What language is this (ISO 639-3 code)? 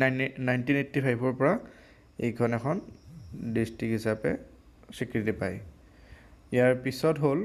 asm